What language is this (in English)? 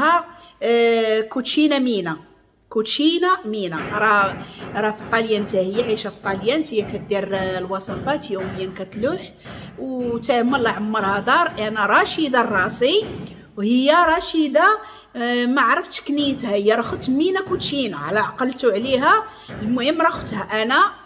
Moroccan Arabic